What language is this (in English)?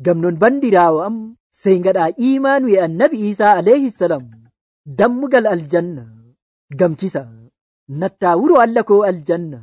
Nigerian Fulfulde